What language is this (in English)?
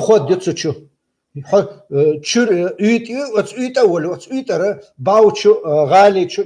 Chechen